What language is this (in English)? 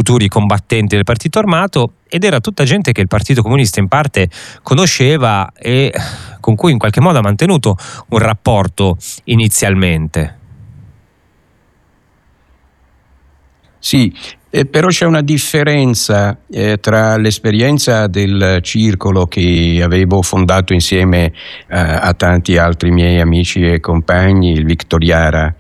Italian